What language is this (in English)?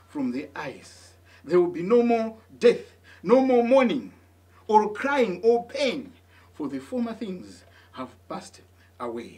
English